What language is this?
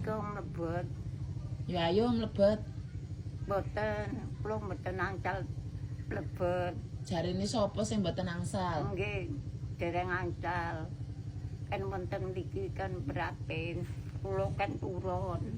Javanese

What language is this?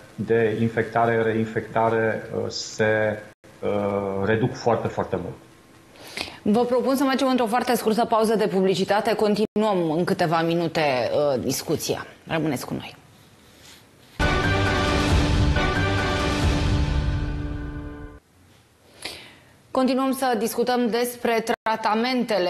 Romanian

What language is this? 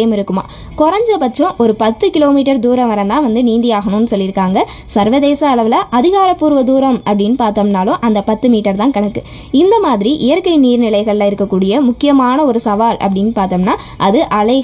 Tamil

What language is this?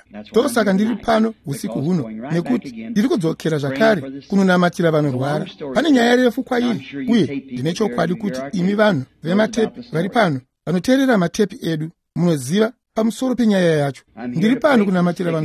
Shona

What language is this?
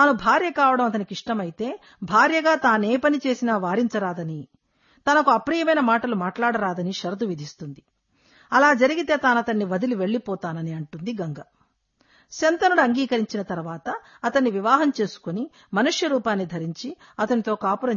Telugu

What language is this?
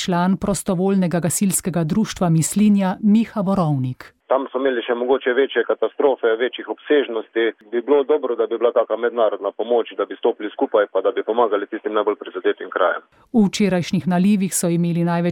Slovenian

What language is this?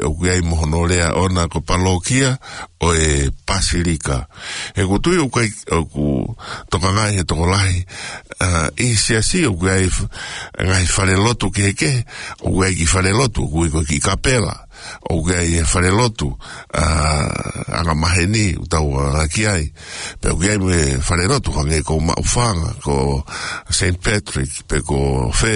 Tongan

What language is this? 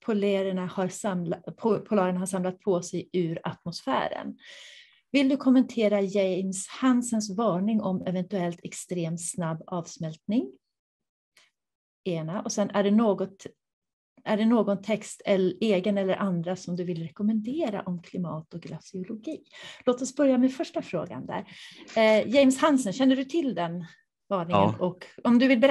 Swedish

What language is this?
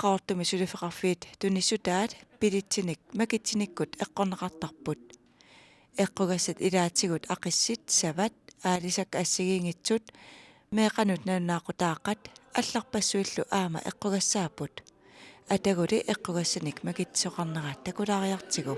Kalaallisut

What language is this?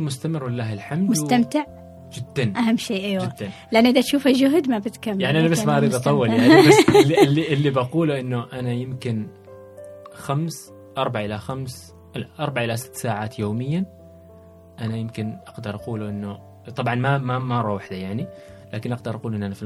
Gulf Arabic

